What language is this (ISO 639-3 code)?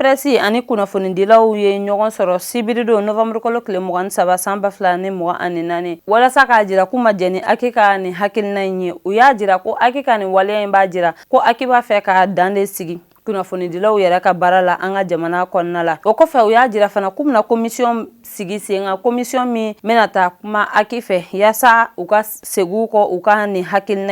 bam